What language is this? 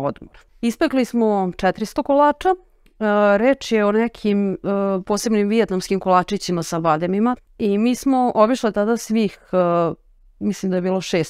Serbian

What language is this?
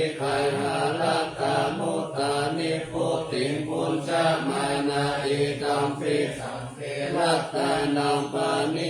Pali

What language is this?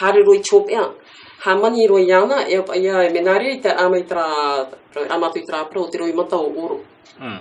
Tahitian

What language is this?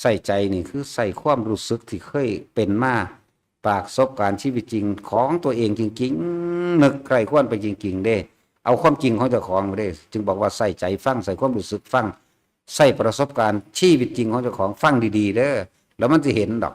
Northeastern Thai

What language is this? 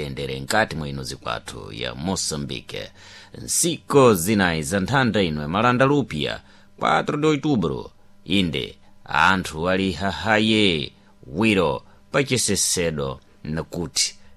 Sena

